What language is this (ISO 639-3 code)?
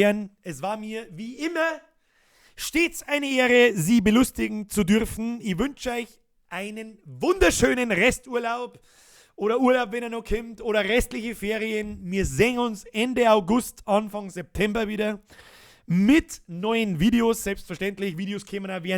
bar